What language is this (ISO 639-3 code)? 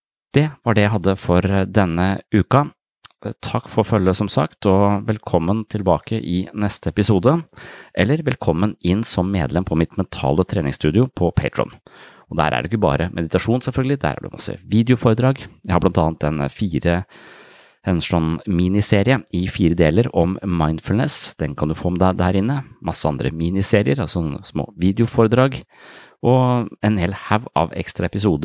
nor